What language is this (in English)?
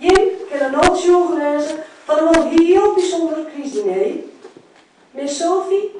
Western Frisian